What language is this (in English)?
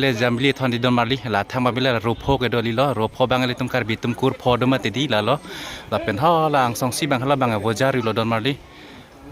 Karbi